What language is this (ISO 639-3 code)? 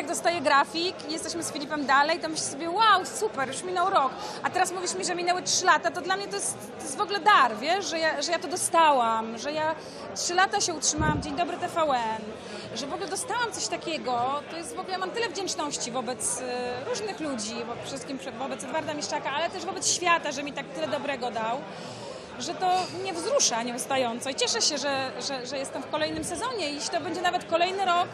pol